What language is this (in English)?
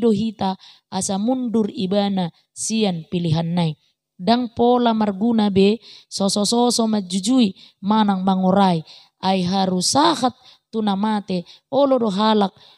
Batak Toba